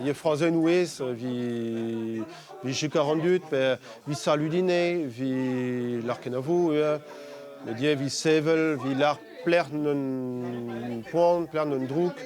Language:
Breton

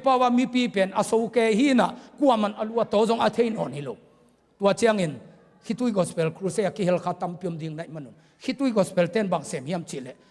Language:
Tedim Chin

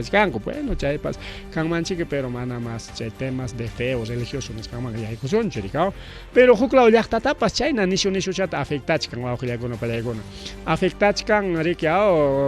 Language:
Ayacucho Quechua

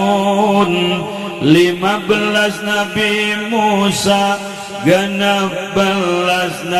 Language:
Sundanese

